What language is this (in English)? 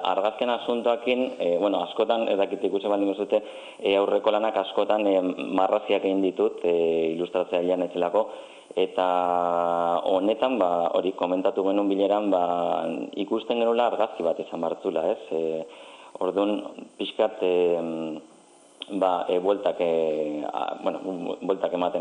Basque